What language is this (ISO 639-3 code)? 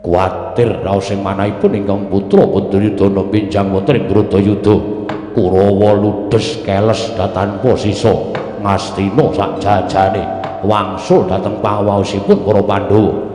jav